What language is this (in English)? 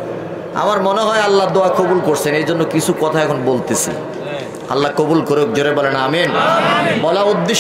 Bangla